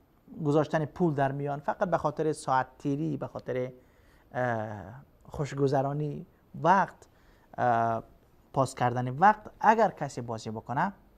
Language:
Persian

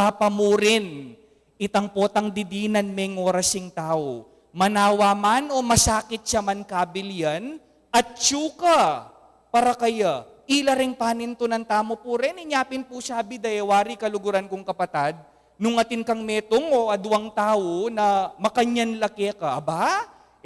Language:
Pampanga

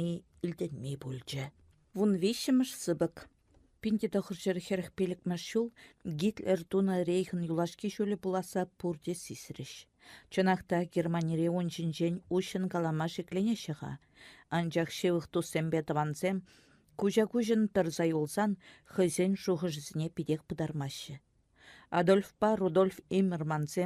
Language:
Chuvash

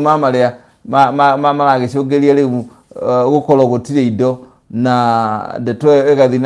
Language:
Kikuyu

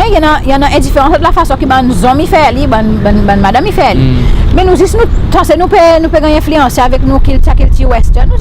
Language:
Seselwa Creole French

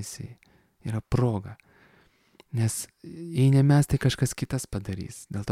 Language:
Lithuanian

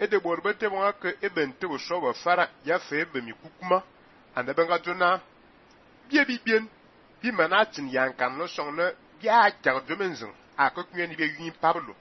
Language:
Fang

